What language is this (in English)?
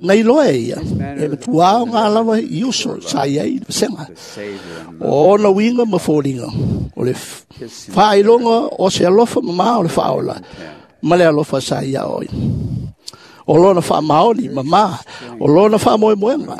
Samoan